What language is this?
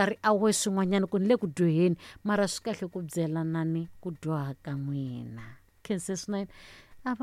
Tsonga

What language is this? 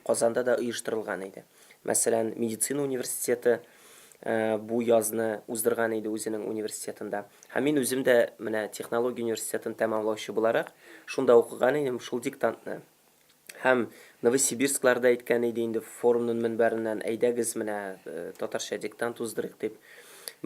Tatar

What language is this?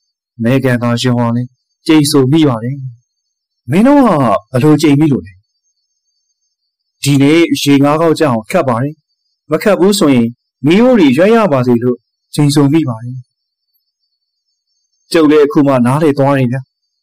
Burmese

